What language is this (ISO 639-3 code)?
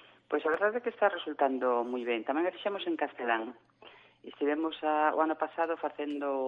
glg